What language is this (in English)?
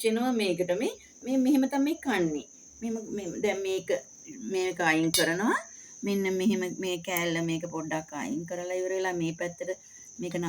Sinhala